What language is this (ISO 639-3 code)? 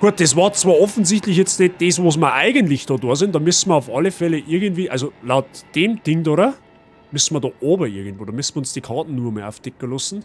bar